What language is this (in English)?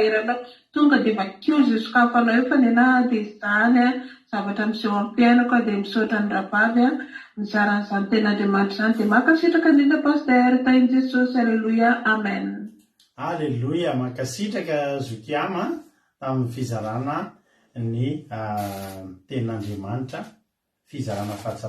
Malagasy